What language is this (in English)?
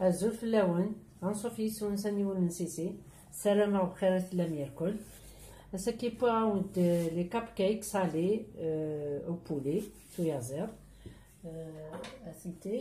Kabyle